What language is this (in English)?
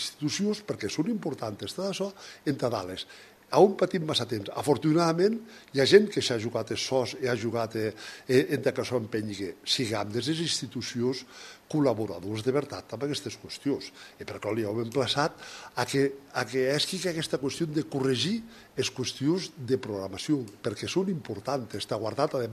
Catalan